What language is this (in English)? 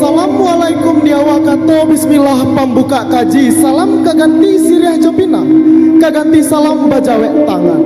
Minangkabau